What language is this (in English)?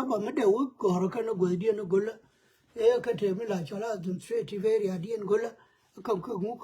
Nuer